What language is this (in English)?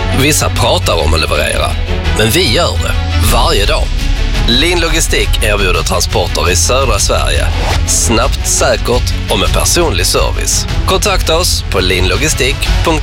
Swedish